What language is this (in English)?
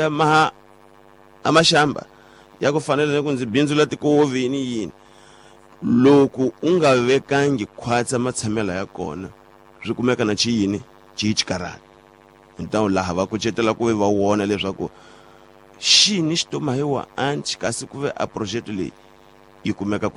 Tsonga